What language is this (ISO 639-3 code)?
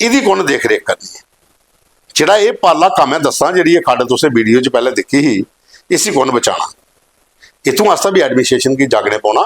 doi